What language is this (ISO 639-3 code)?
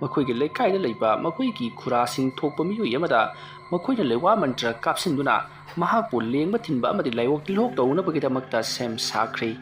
mni